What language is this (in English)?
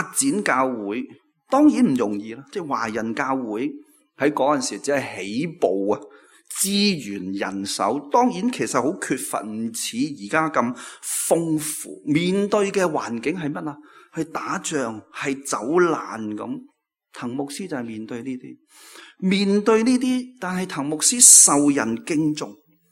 Cantonese